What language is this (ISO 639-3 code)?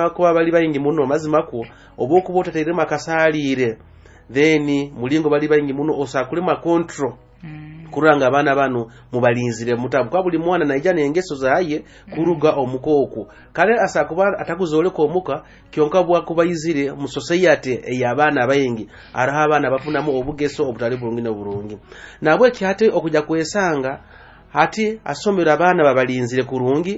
nyo